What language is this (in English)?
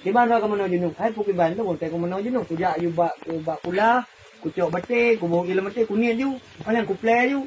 Achinese